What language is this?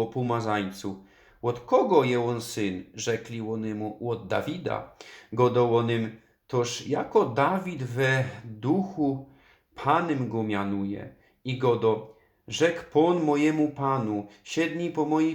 Silesian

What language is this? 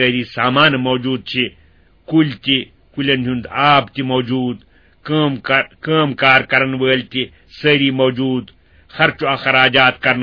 Kashmiri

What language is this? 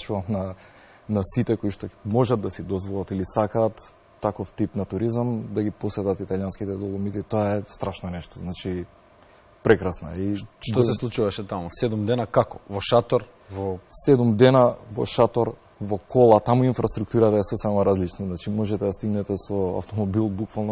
Macedonian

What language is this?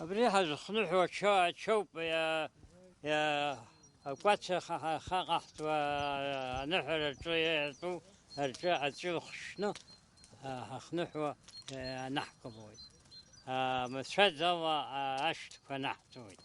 Abkhazian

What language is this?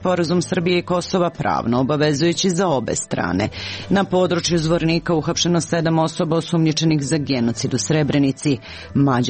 Serbian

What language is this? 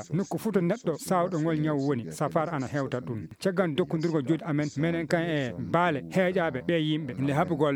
Fula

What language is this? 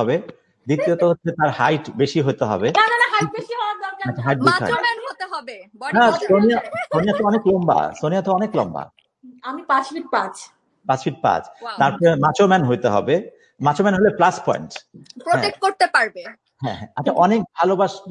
Bangla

